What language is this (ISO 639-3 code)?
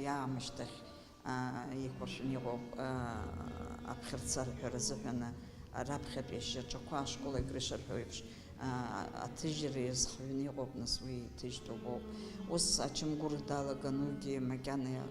abk